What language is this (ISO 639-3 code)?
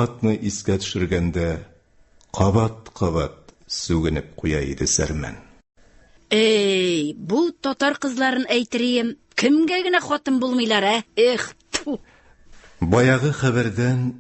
tat